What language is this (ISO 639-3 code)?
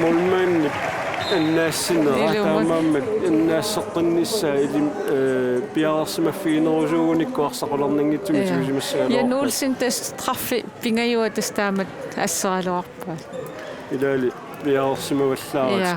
kal